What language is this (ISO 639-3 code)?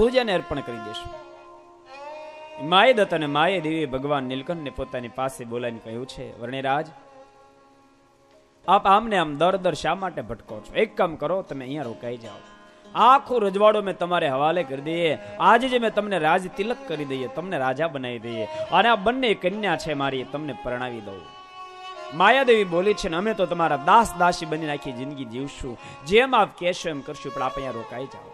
guj